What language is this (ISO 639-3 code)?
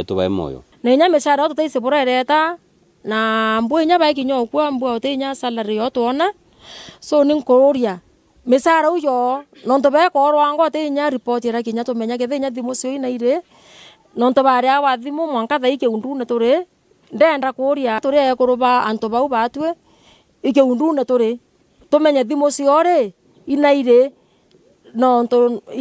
mer